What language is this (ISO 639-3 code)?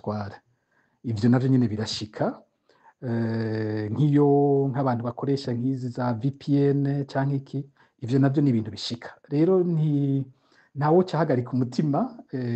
run